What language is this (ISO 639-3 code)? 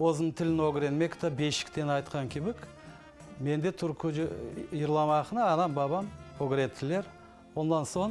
crh